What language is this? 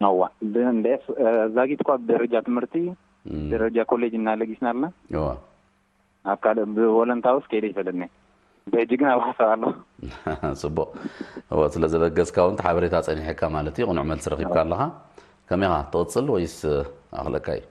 Tigrinya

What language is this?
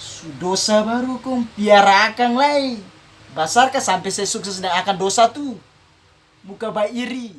Ambonese Malay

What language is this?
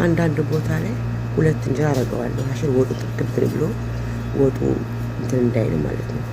Amharic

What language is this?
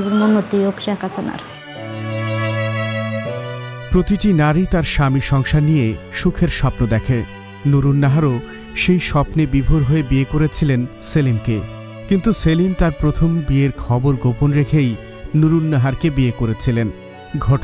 Bangla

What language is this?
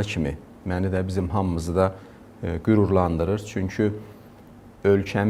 Azerbaijani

